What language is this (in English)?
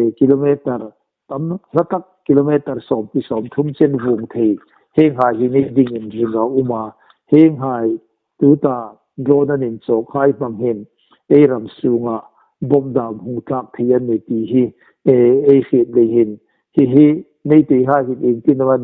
Hmar